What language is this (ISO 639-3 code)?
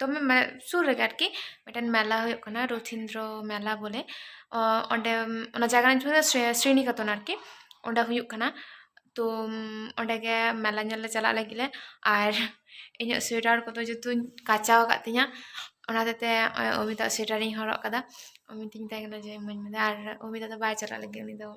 sat